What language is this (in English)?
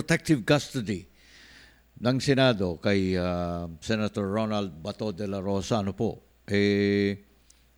Filipino